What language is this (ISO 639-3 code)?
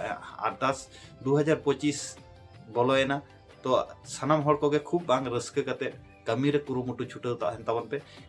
sat